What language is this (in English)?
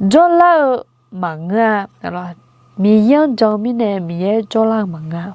Akha